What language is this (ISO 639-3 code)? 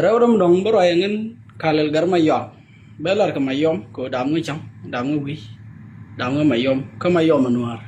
nus